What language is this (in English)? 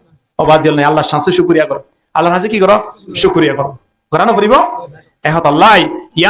Rohingya